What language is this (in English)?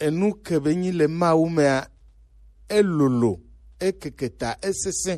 Gen